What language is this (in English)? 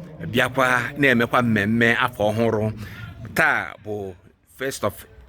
Igbo